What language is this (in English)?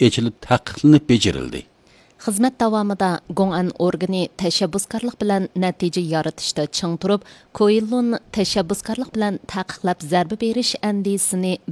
Uyghur